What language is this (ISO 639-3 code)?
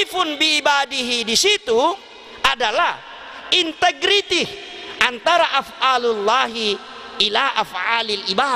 bug